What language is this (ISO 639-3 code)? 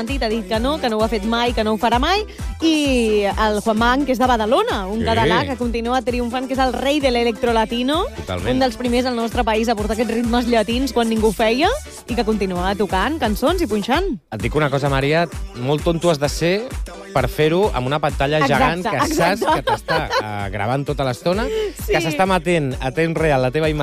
cat